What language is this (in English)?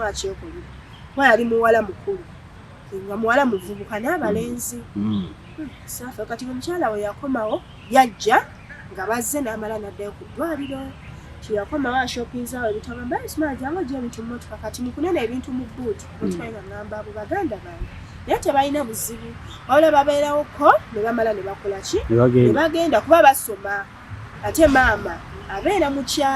Ganda